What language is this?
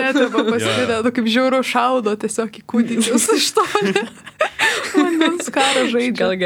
Lithuanian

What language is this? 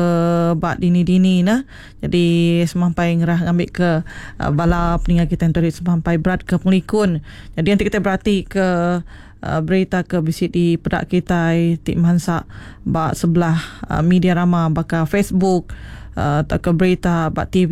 Iban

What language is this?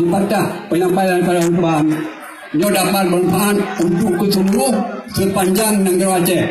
Achinese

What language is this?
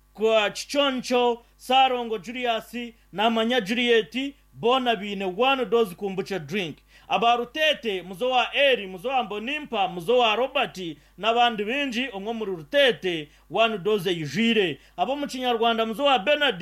Nyankole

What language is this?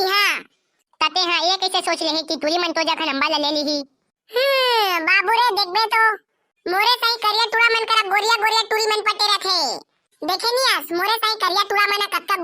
Chhattisgarhi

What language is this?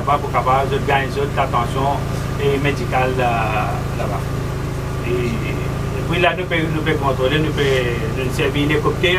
Morisyen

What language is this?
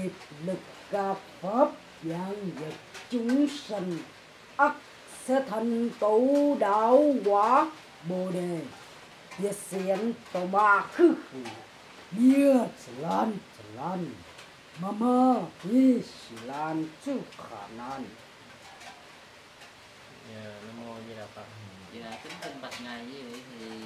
Vietnamese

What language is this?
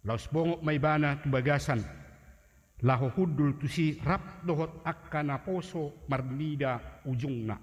Batak Toba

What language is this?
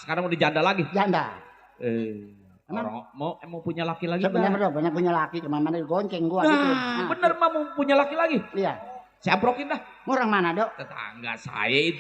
Betawi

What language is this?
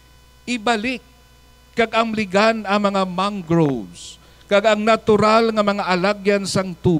Hiligaynon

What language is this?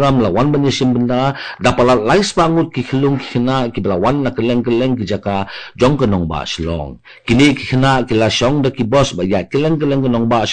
Khasi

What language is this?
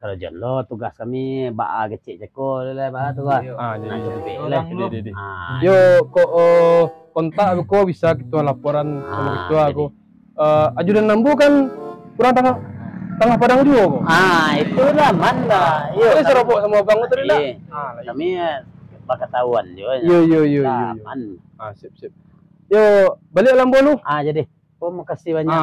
Minangkabau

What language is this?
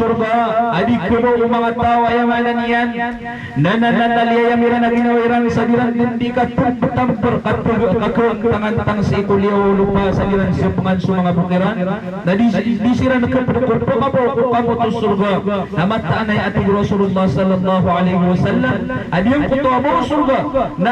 Maranao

